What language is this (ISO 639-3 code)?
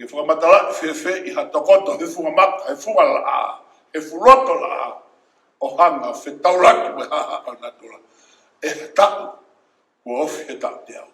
ton